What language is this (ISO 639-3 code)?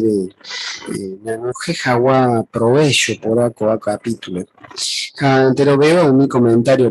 grn